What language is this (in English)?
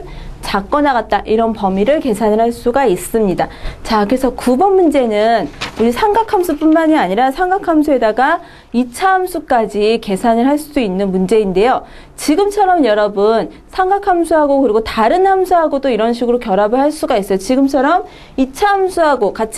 Korean